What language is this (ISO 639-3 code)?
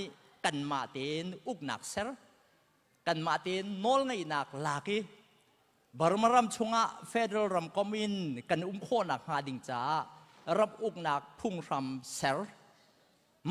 cnh